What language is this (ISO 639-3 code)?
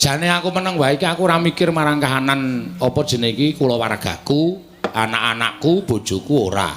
jav